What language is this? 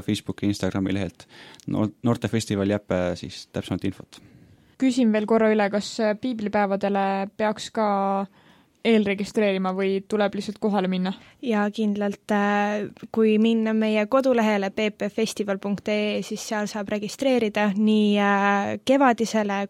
Estonian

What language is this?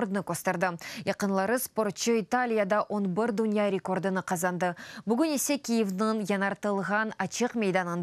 Crimean Tatar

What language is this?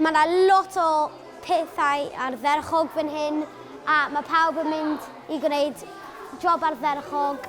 Welsh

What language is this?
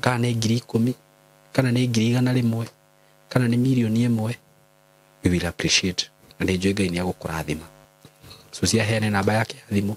Kikuyu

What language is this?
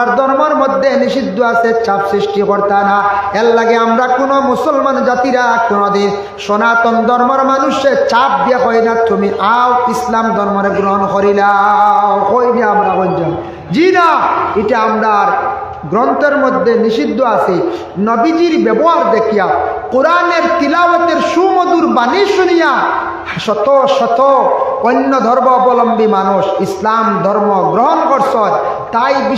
Sylheti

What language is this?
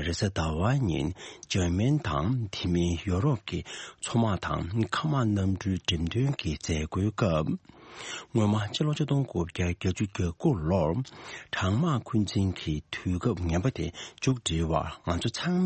Tibetan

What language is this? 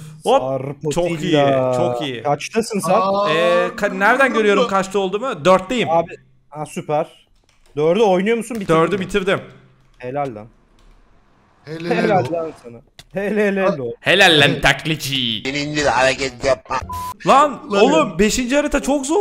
Turkish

